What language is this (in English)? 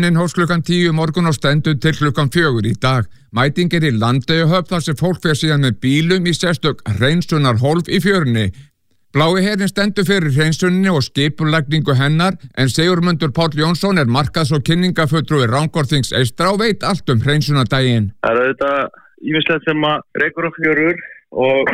Icelandic